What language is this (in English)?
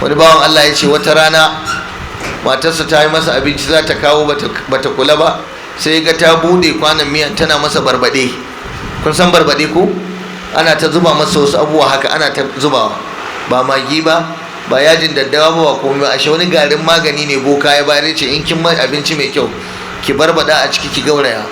Hausa